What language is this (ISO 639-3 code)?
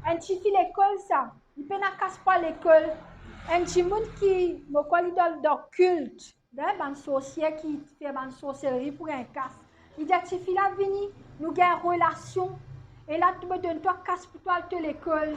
mfe